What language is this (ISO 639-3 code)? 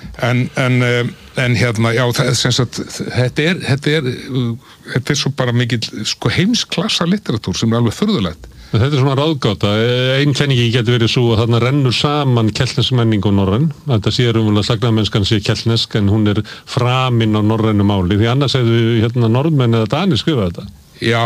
isl